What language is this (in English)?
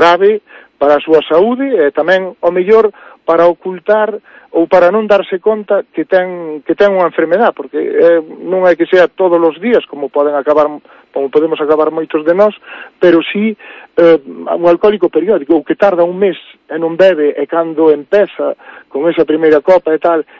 Galician